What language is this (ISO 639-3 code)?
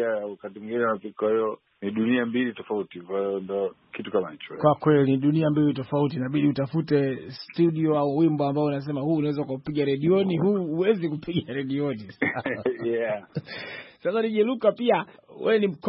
swa